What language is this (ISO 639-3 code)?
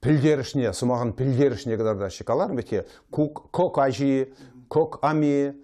chv